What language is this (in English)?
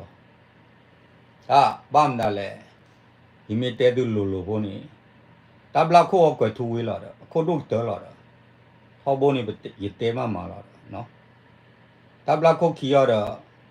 S'gaw Karen